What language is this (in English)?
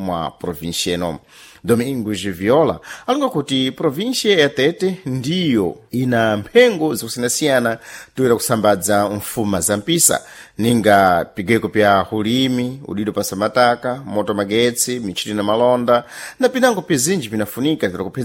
Sena